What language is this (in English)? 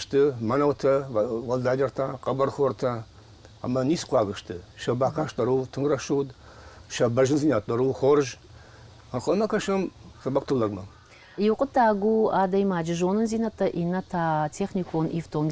Ossetic